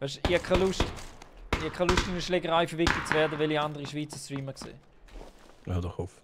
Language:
Swiss German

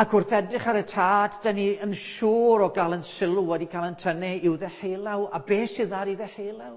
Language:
Welsh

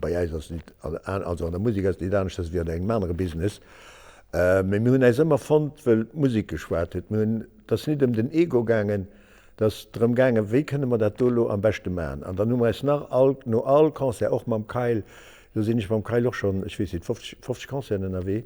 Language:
Luxembourgish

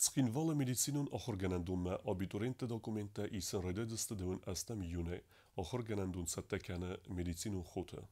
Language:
Ossetic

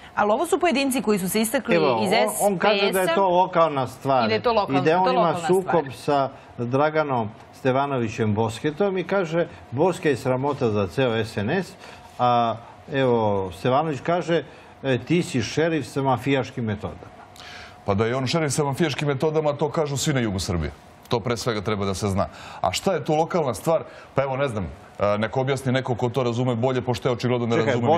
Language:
Serbian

